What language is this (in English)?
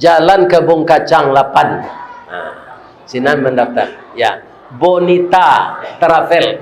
Minangkabau